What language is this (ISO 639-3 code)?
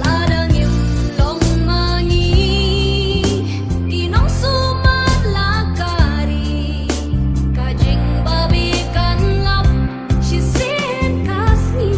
kha